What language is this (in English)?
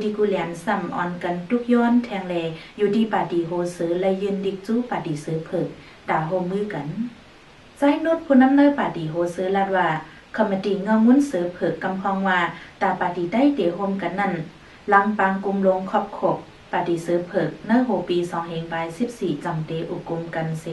Shan